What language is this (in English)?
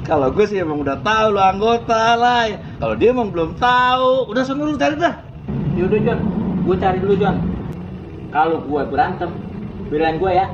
Betawi